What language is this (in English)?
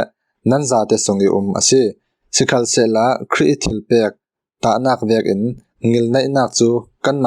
Falam Chin